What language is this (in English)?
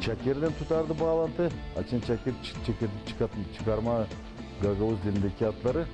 Gagauz